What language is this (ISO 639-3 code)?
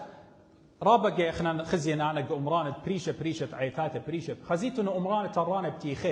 aii